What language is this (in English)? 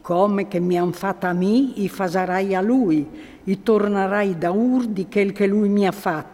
Friulian